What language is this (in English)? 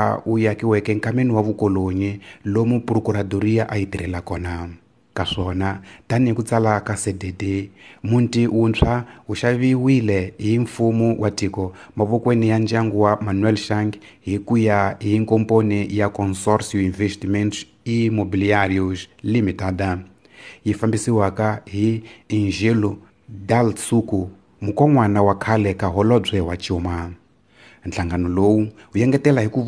Tsonga